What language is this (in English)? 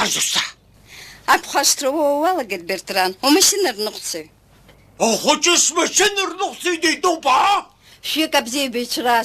Abkhazian